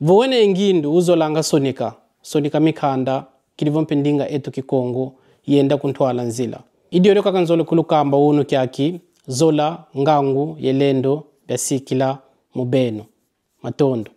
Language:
Kongo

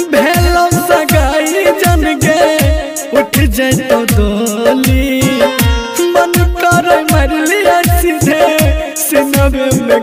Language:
Bhojpuri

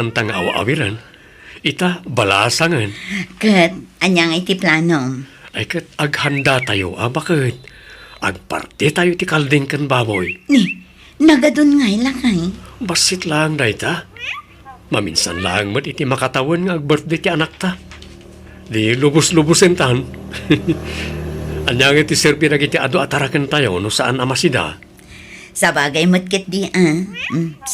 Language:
Iloko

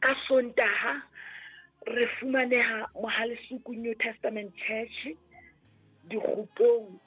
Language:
Southern Sotho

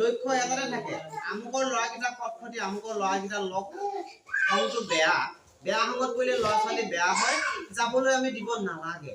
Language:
Assamese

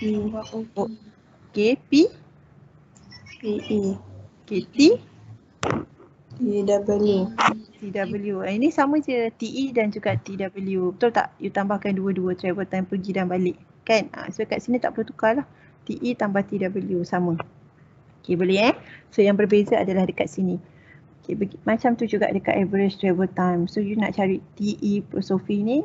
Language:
Malay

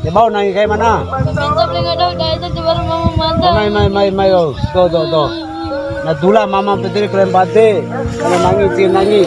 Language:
Bima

